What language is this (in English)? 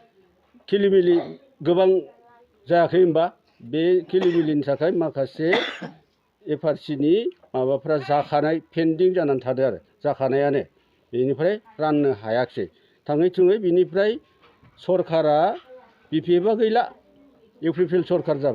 Bodo